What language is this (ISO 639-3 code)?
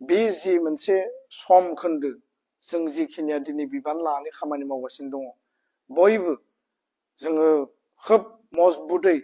brx